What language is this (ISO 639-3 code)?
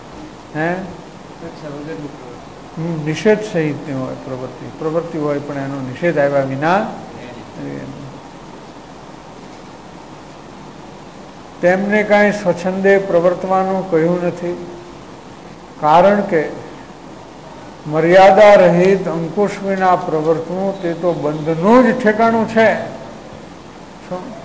guj